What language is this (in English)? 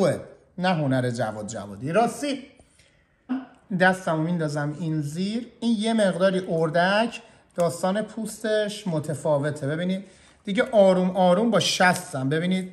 Persian